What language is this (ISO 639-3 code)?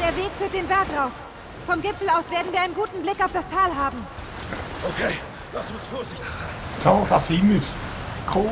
gsw